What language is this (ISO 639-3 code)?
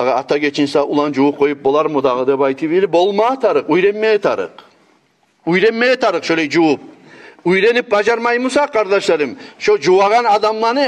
kum